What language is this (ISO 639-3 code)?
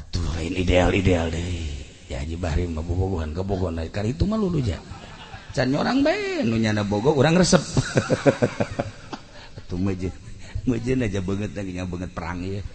sun